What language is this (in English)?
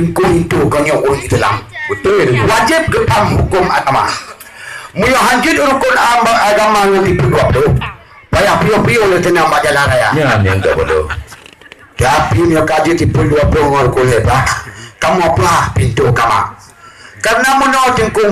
Achinese